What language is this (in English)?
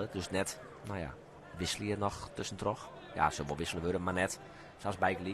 Western Frisian